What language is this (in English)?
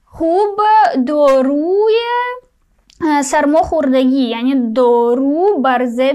Persian